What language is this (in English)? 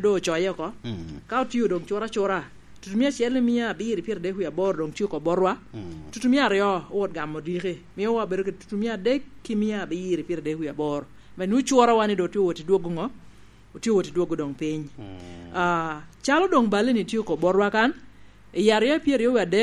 Lango (Uganda)